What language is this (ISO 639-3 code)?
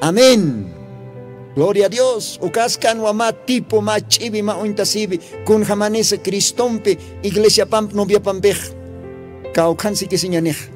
aym